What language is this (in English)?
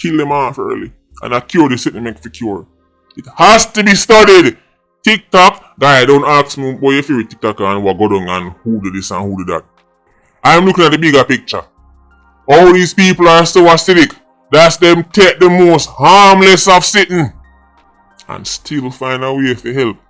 Jamaican Creole English